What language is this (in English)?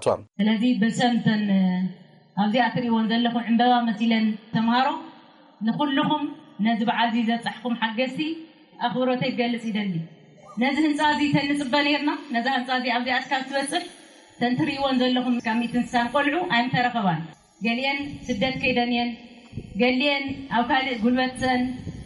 Tigrinya